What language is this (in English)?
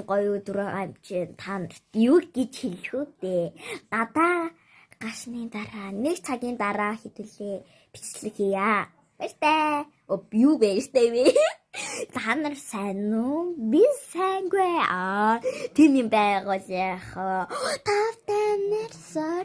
Mongolian